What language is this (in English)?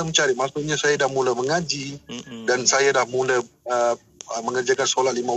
Malay